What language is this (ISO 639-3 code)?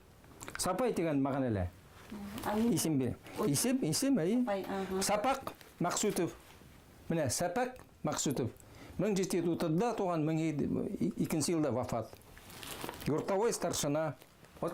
bak